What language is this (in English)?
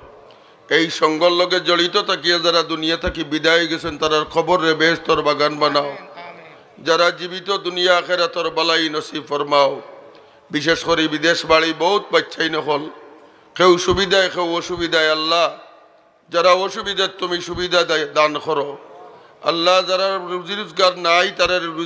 Sylheti